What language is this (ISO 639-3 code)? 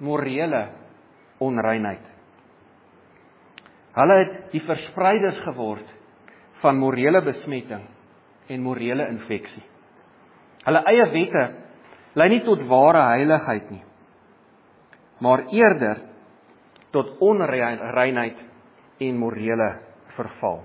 afr